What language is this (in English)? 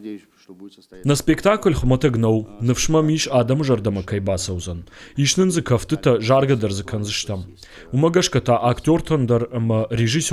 Ossetic